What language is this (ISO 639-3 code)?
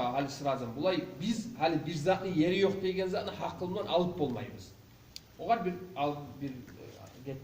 kum